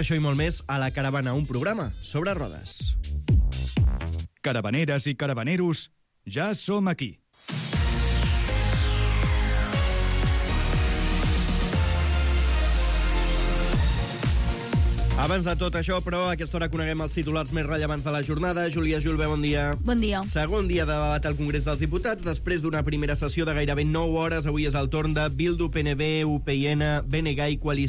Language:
Catalan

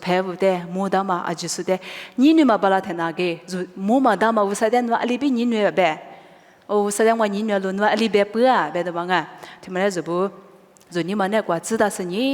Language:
Lisu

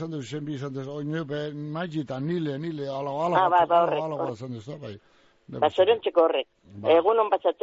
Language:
Basque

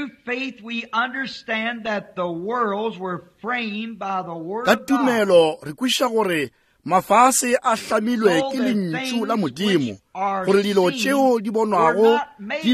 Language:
Northern Sotho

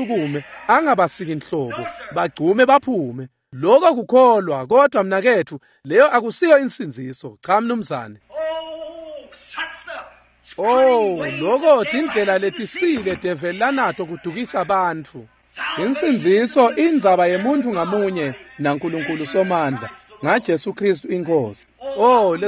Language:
Swati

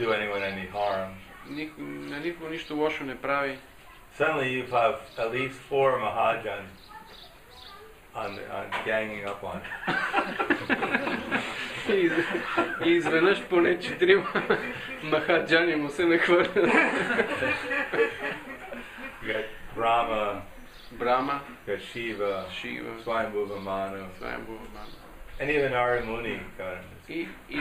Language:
Bulgarian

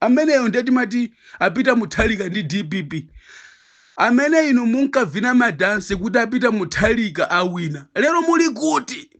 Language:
Nyanja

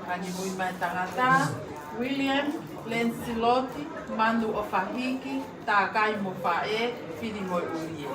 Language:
Tongan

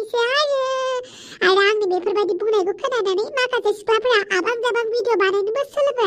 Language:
Bodo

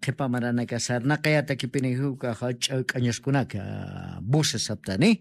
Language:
Aymara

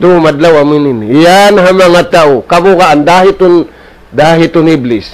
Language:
Tausug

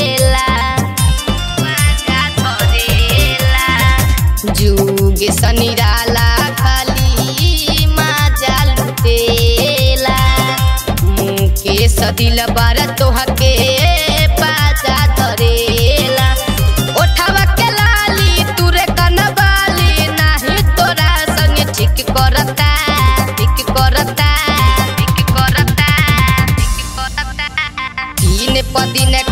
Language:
Bhojpuri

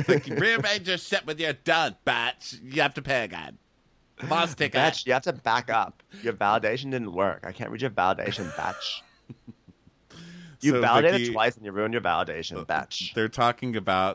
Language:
English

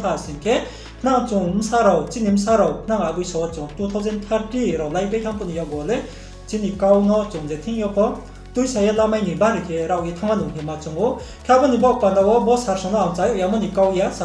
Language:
Riang (India)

